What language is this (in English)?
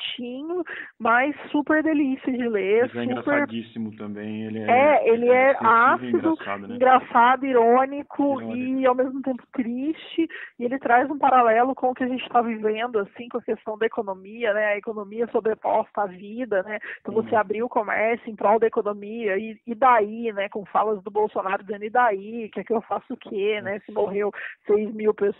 Portuguese